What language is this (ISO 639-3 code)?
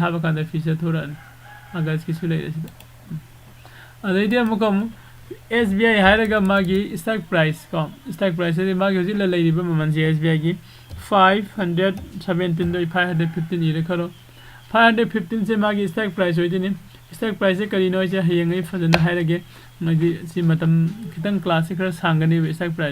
mni